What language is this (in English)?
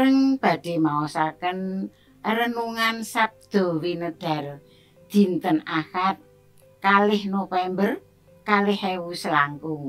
Javanese